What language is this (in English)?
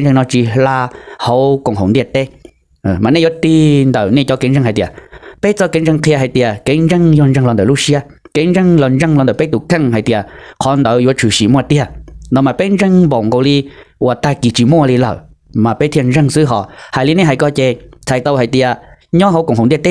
Hmong